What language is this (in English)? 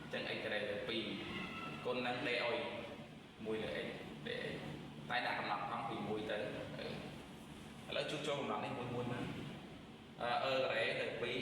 Khmer